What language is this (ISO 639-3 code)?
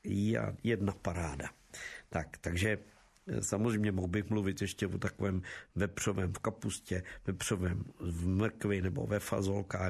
ces